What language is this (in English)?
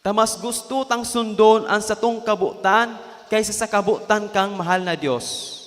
Bikol